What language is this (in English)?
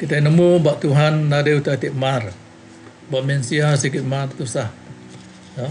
Iban